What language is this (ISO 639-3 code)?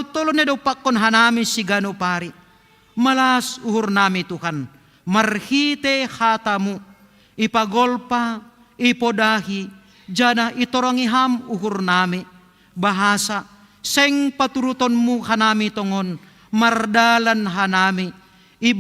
bts